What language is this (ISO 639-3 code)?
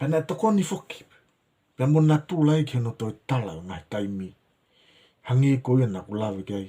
ton